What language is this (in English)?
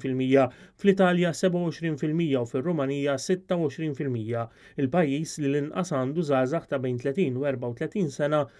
Maltese